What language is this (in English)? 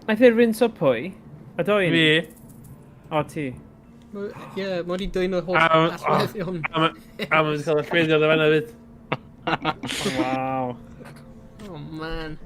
Welsh